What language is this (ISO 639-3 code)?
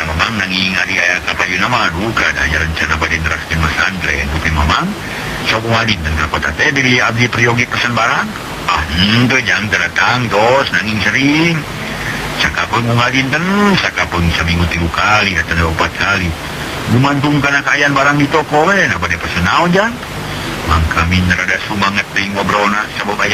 sun